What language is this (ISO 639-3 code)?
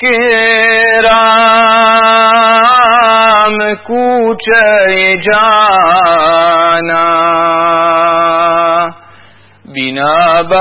urd